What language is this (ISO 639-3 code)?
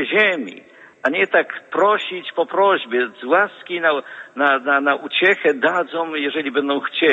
pol